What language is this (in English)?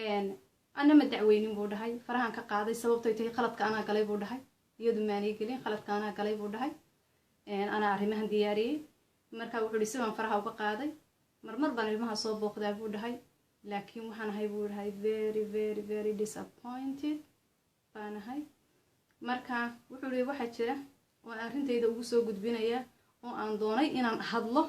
Somali